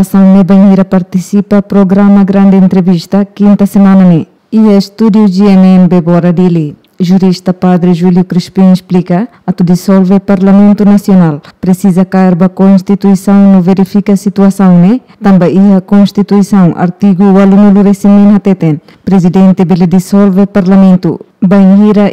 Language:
Tetum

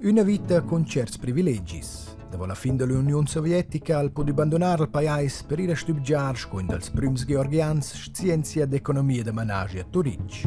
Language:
Romansh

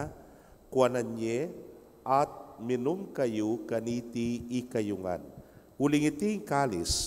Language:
Pampanga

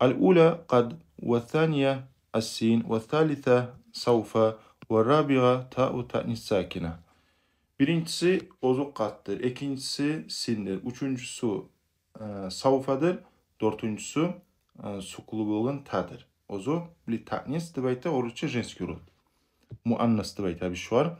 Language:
Kumyk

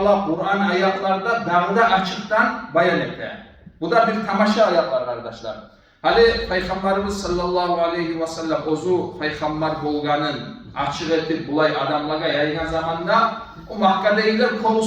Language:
Kumyk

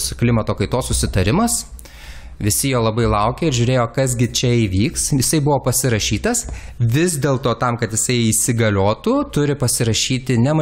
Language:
Lithuanian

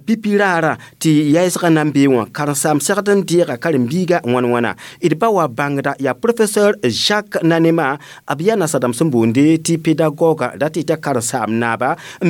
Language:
Mossi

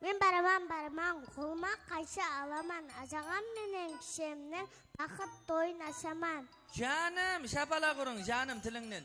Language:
Kara-Kalpak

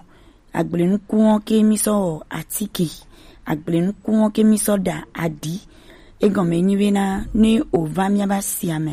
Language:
Gen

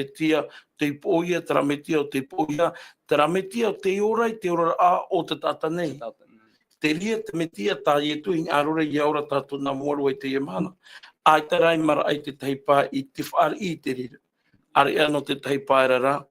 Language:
Tahitian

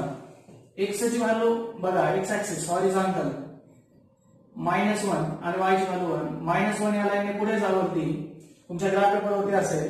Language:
Marathi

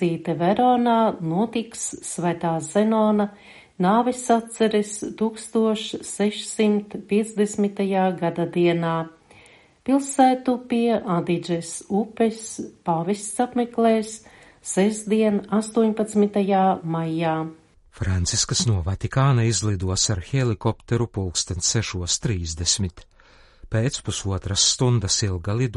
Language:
Latvian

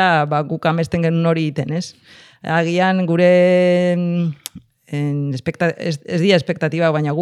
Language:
Basque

